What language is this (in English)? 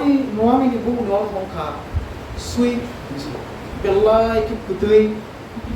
Kok Borok